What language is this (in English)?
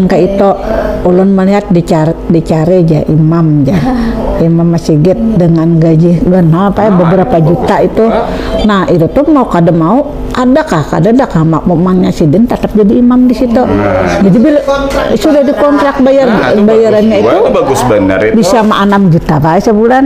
Banjar